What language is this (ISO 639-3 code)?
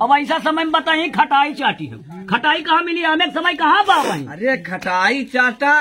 awa